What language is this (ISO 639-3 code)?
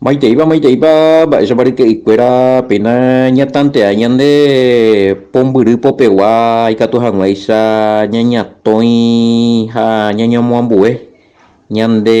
grn